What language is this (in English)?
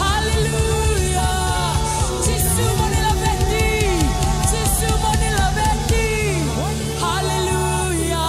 Fijian